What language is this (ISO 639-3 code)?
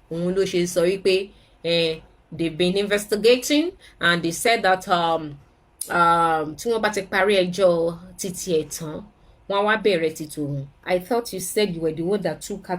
yor